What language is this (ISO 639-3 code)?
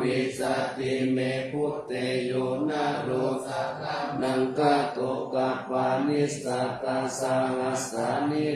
pli